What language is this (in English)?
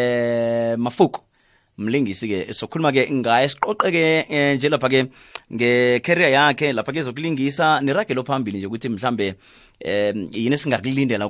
South Ndebele